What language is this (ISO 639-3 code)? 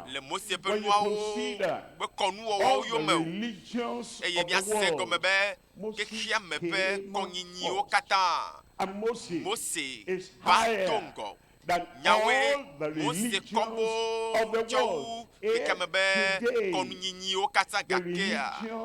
ewe